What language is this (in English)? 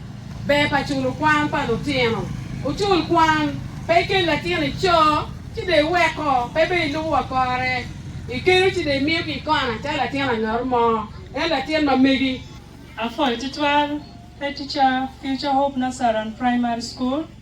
Acoli